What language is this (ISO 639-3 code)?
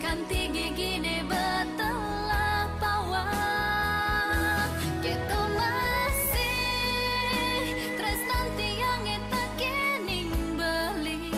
ban